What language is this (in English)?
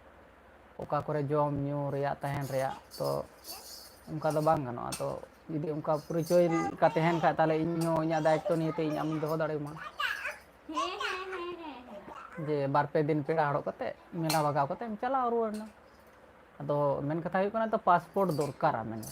Santali